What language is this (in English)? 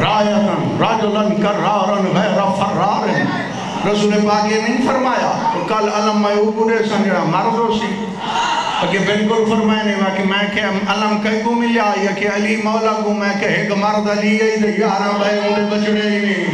Saraiki